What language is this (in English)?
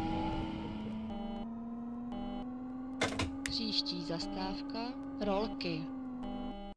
Czech